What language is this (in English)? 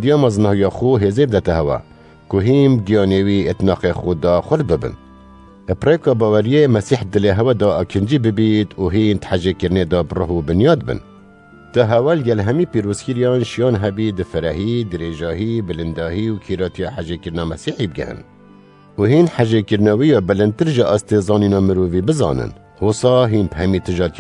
Kurdish